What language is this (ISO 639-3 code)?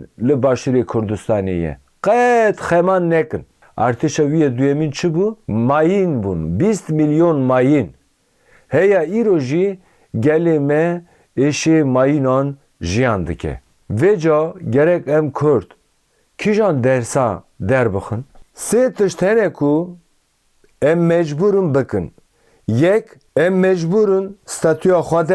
kur